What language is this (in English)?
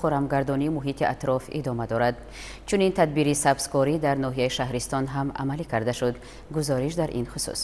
Tajik